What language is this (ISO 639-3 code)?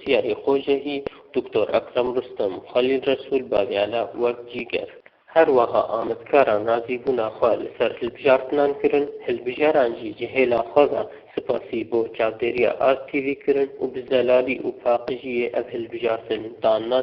kur